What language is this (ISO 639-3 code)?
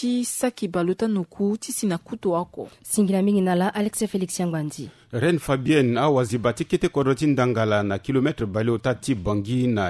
sag